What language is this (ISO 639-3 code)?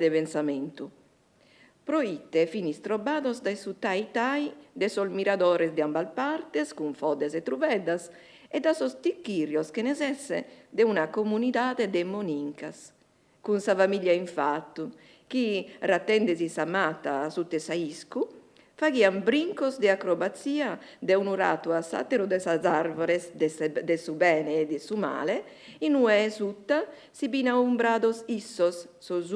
srd